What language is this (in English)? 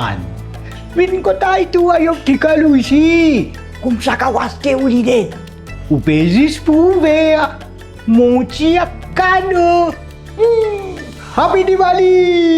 Morisyen